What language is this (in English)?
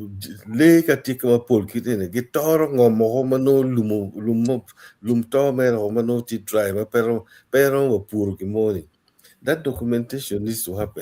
Acoli